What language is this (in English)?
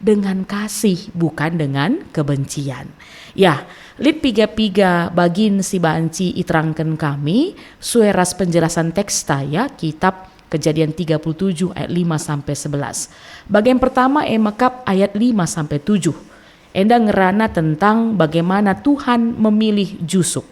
Batak Karo